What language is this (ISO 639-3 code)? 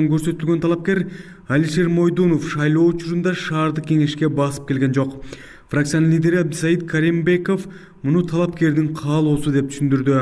kir